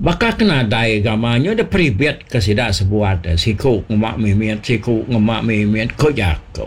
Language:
Iban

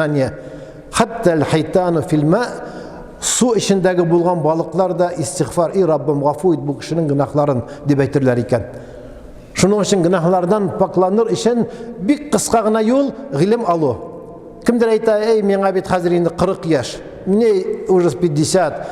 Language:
Tatar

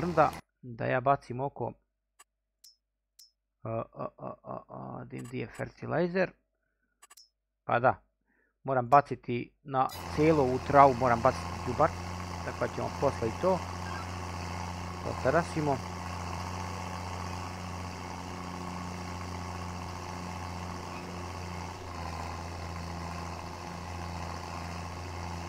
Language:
Croatian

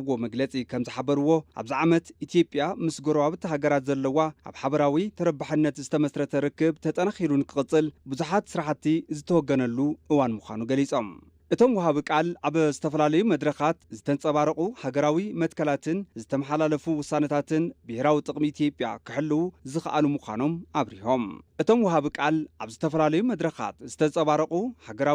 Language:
Tigrinya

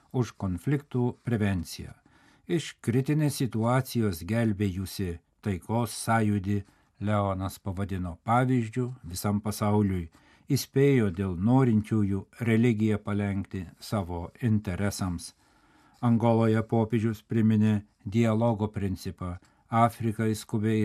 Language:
Lithuanian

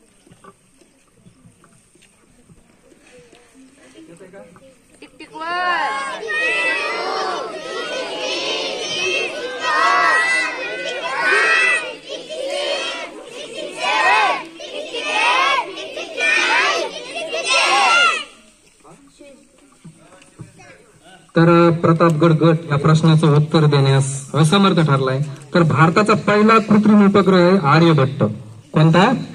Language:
Marathi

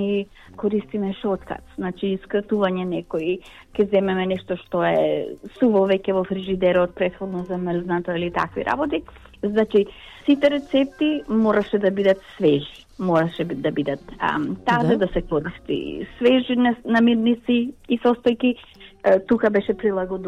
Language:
Macedonian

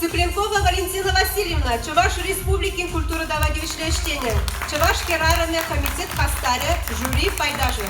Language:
Chuvash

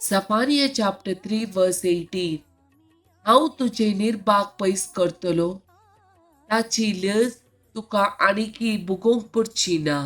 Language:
Konkani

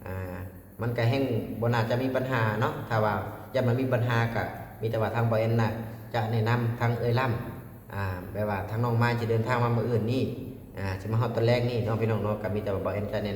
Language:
Lao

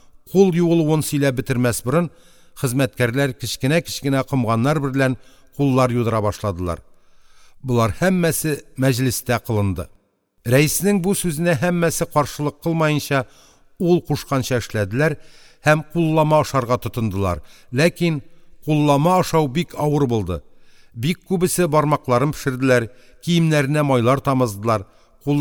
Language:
Tatar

